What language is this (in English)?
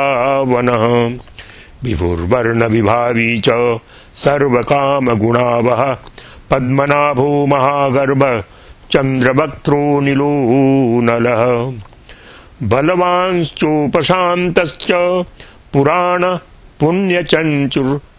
Sanskrit